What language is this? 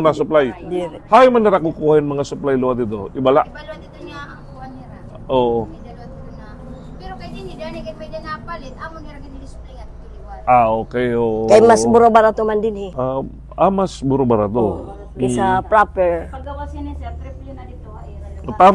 Waray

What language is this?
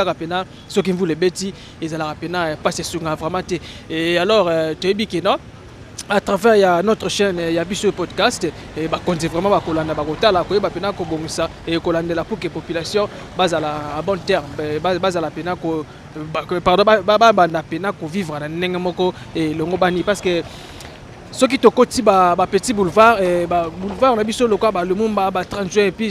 Lingala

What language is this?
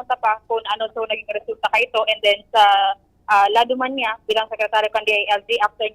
Bikol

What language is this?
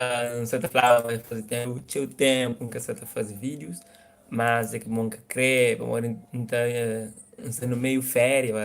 Kabuverdianu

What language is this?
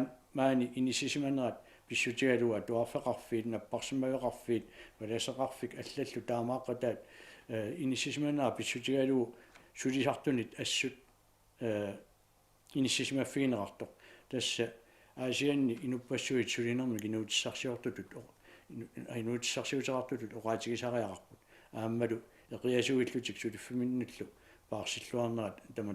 Kalaallisut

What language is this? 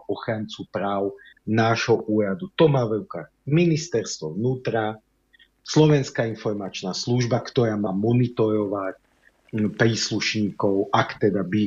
Slovak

